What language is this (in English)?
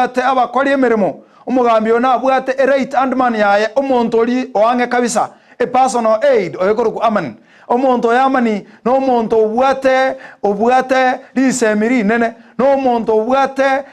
Gusii